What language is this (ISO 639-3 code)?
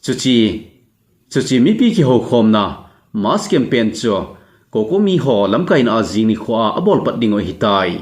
tcz